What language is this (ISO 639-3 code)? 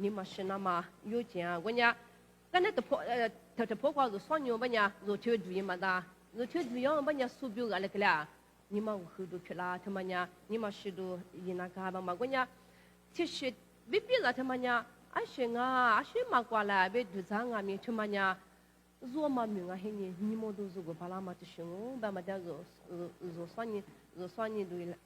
lis